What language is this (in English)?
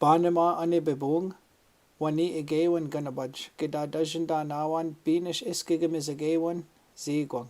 Chippewa